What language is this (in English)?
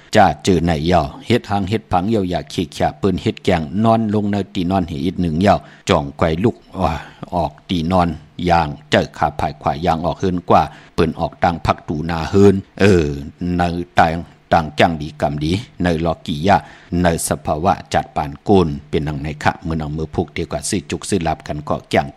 Shan